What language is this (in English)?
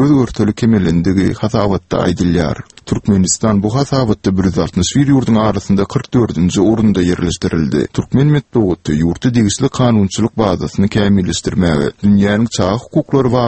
Turkmen